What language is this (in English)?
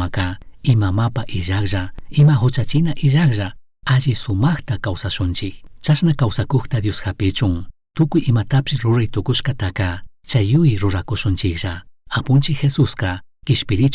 Chimborazo Highland Quichua